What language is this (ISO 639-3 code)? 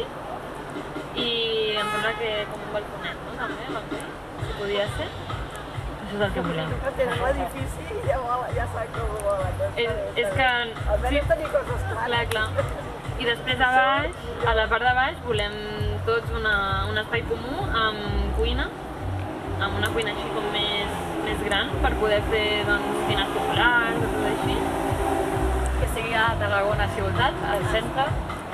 cat